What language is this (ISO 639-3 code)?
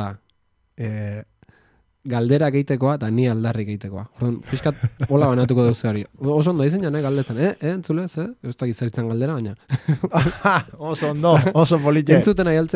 eus